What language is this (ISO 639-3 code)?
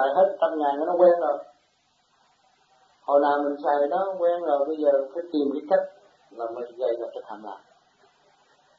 vie